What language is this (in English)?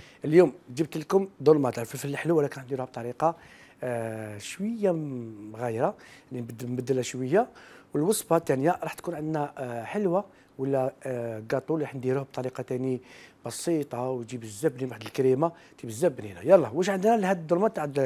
Algerian Arabic